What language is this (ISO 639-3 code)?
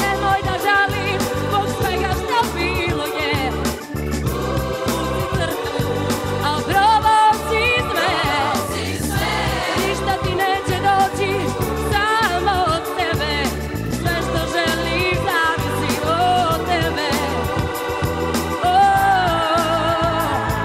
srp